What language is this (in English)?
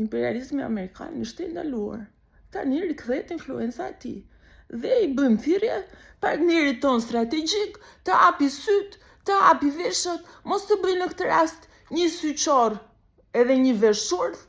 Albanian